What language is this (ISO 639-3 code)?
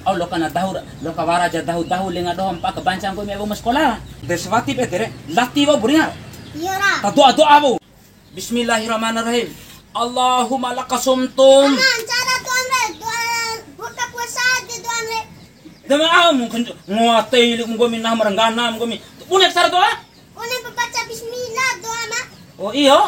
bhp